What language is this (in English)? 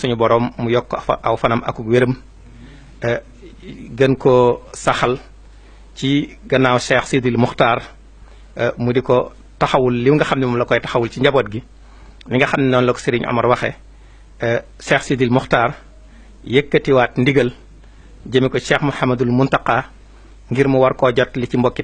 Wolof